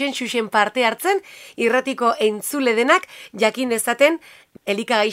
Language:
Basque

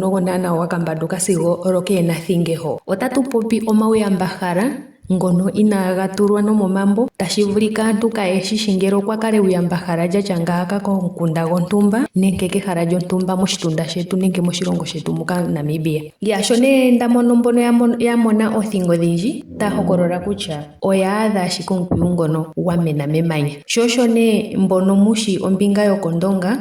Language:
Ndonga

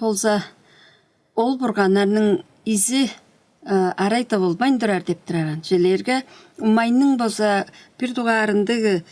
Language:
Tuvinian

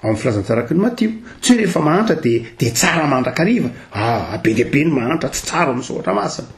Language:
Malagasy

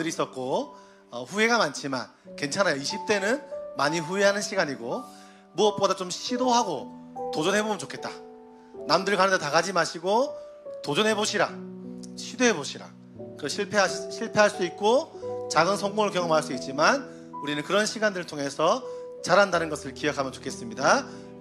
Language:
Korean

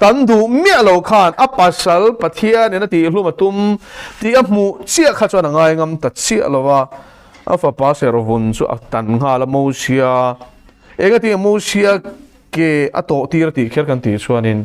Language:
Mizo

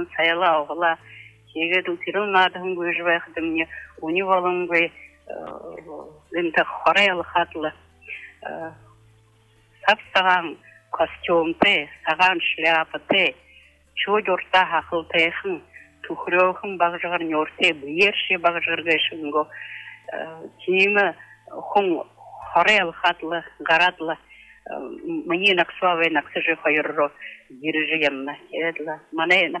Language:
Buriat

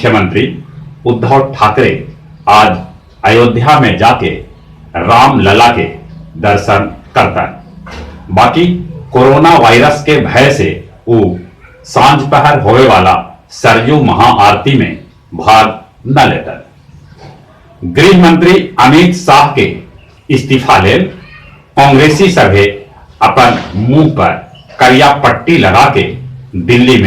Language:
Magahi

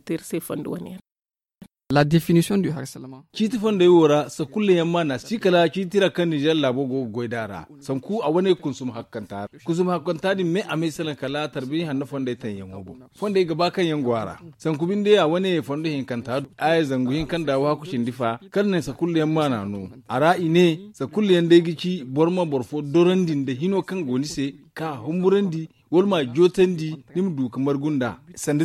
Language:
Zarma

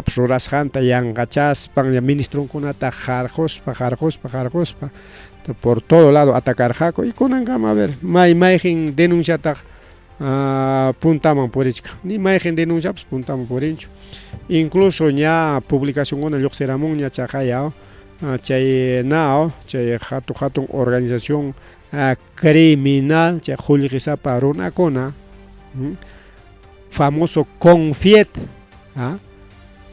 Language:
Ayacucho Quechua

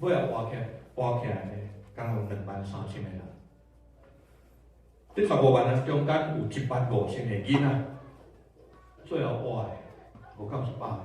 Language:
Min Nan Chinese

